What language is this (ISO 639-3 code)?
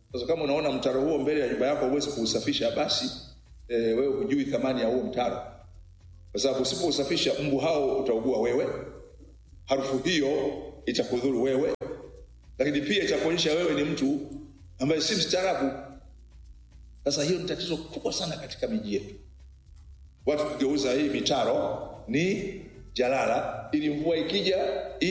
swa